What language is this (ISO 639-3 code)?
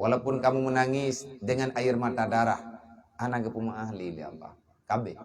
ace